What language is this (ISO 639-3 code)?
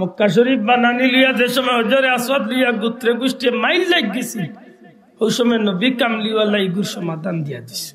syl